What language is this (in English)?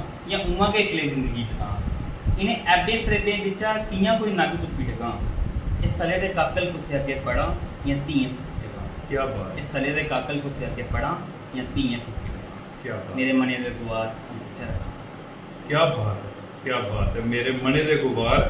Dogri